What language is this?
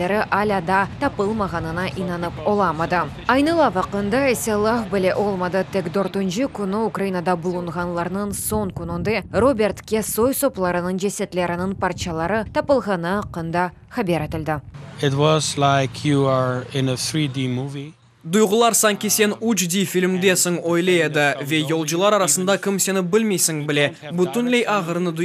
Crimean Tatar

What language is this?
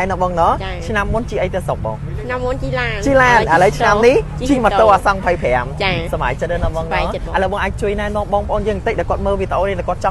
Khmer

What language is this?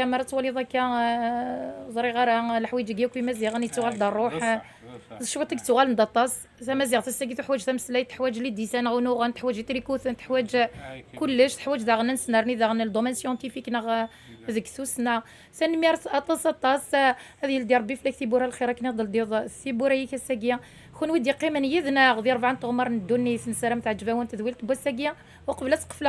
Kabyle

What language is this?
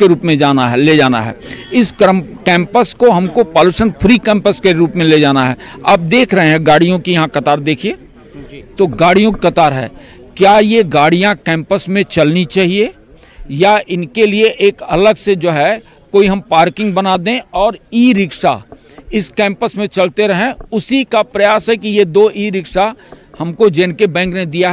Hindi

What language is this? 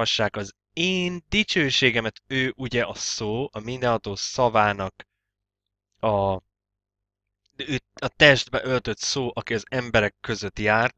Hungarian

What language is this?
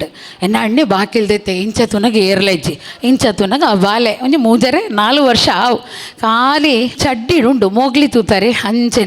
Tulu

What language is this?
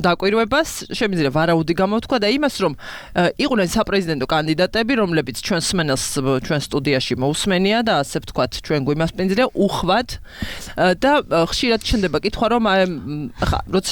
Georgian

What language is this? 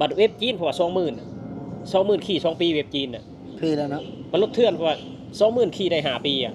Lao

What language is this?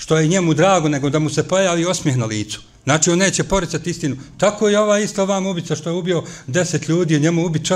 Bosnian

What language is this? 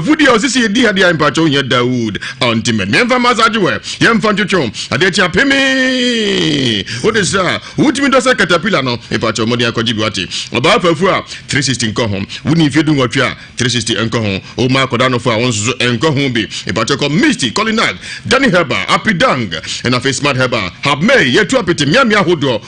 Akan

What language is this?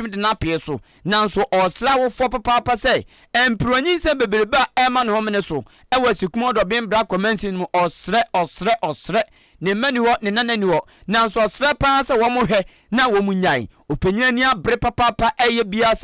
Akan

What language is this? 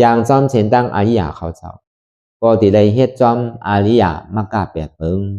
Shan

